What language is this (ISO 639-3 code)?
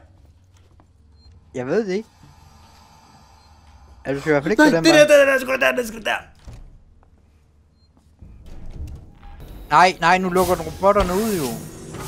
dan